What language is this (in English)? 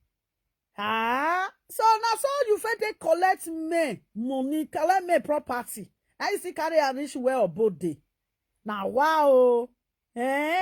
Nigerian Pidgin